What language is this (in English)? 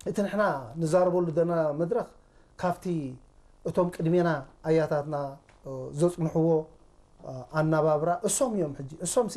Tigrinya